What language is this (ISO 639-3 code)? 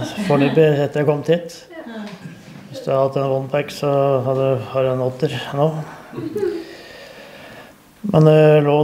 nor